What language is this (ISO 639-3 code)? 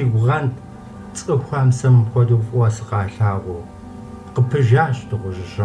kbd